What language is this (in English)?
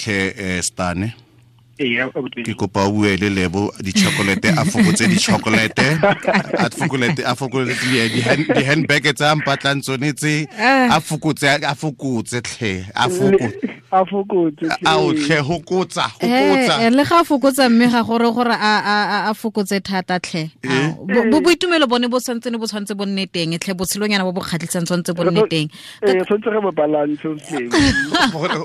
Tswana